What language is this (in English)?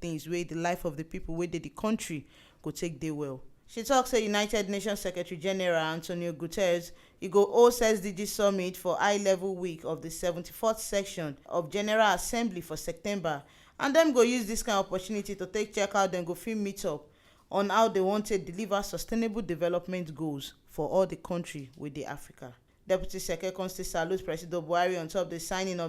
Nigerian Pidgin